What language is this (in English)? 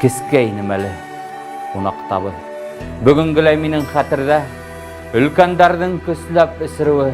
Bashkir